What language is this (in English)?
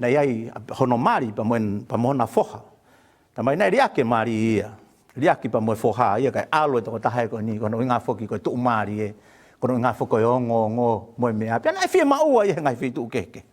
Tongan